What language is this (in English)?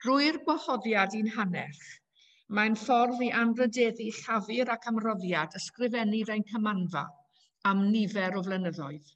Welsh